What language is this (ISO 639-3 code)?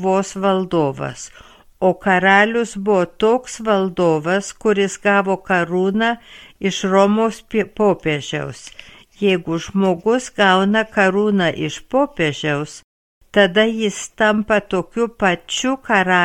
lit